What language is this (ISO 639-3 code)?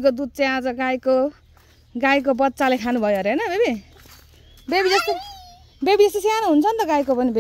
nep